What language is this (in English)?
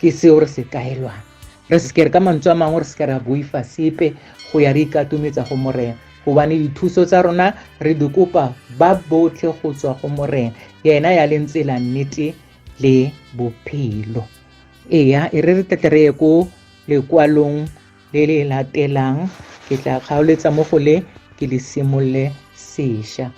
Tswana